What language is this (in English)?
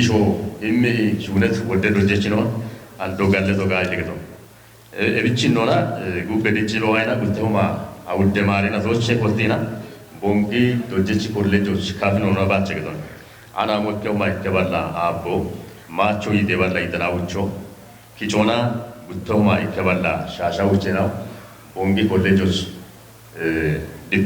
Kafa